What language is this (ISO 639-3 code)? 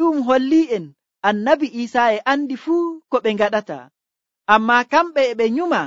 fuv